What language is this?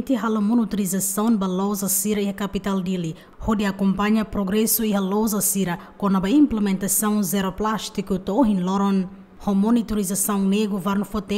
Tetum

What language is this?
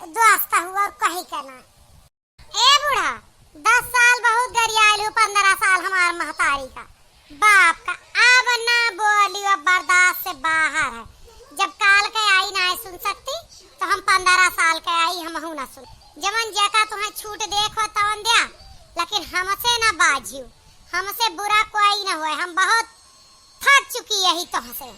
Awadhi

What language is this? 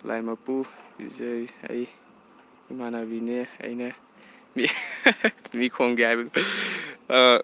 Manipuri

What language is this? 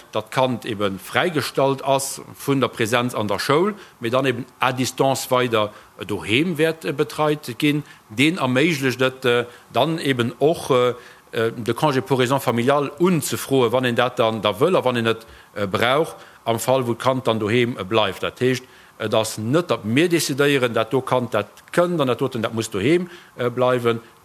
Luxembourgish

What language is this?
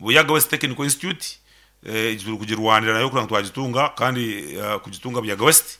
Nyankole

